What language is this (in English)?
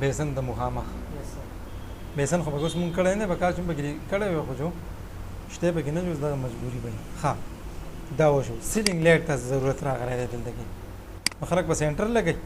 Pashto